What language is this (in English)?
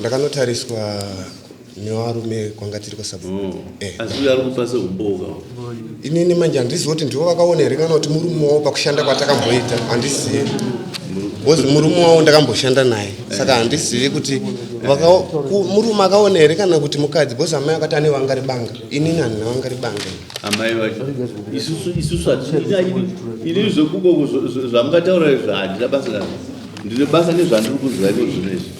Shona